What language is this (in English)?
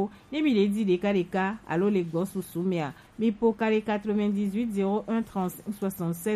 Gen